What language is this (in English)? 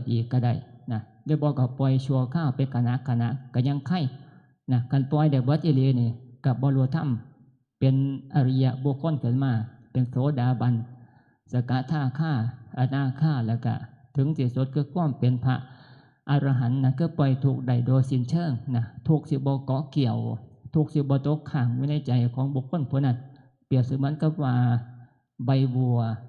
Northeastern Thai